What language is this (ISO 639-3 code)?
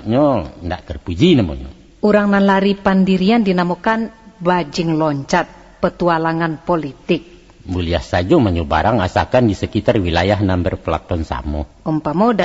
min